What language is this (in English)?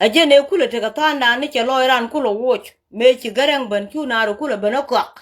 Nuer